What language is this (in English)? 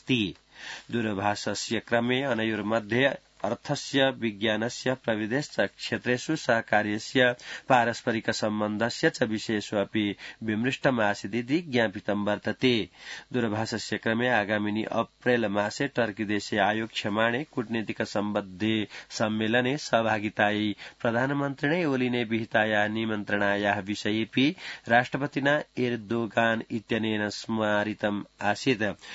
Sanskrit